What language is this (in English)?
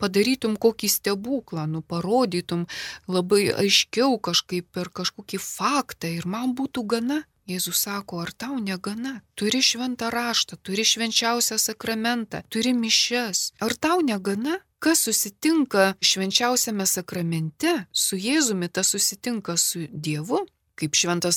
Lithuanian